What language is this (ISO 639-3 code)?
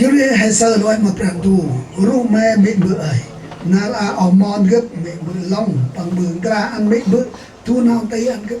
cmo